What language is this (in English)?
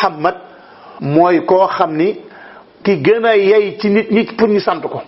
Wolof